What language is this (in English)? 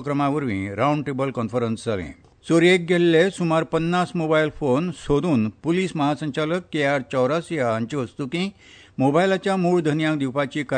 Konkani